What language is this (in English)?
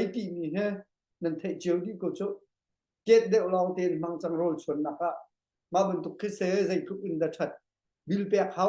Hakha Chin